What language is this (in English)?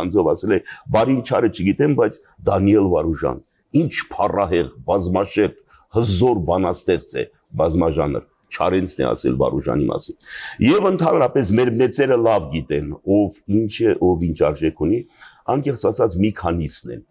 Armenian